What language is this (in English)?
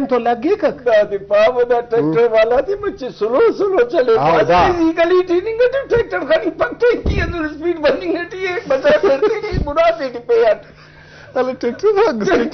Brahui